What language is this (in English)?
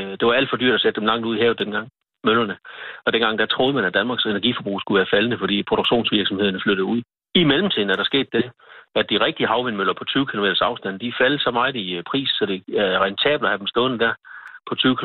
Danish